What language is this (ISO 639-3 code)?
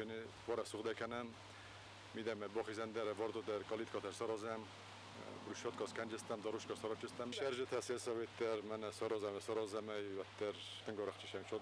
oss